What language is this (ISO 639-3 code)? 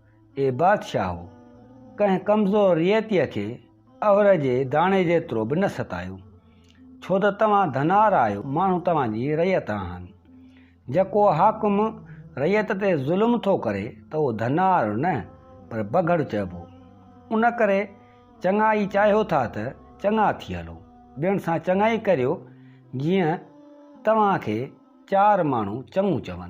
snd